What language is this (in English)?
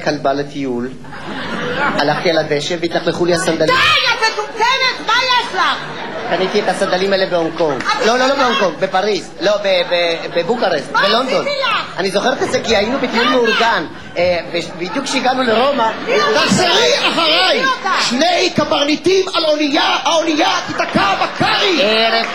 Hebrew